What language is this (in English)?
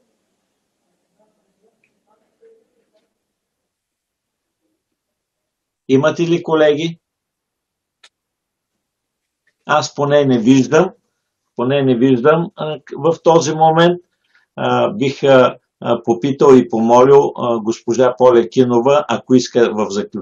Bulgarian